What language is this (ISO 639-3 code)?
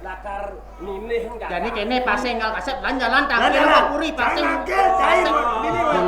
ban